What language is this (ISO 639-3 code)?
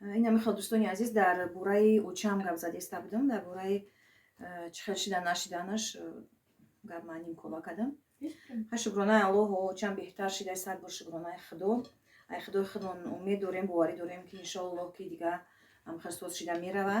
tgk